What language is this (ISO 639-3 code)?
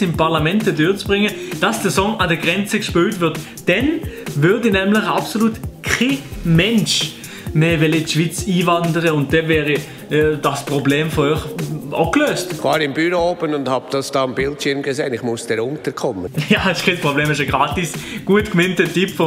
gsw